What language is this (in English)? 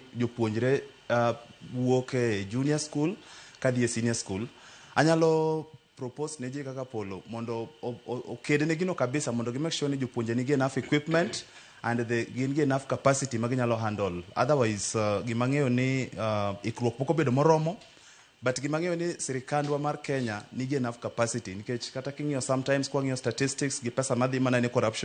Luo (Kenya and Tanzania)